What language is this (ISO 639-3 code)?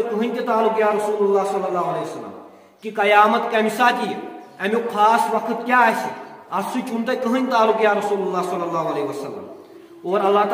kas